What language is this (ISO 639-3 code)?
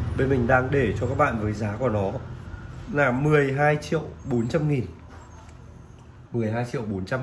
vie